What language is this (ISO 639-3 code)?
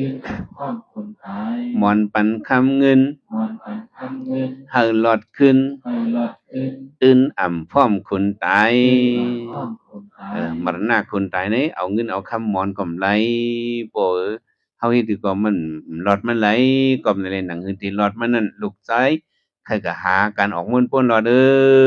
shn